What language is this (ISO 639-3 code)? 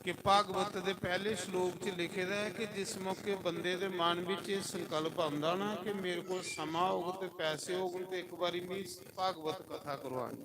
doi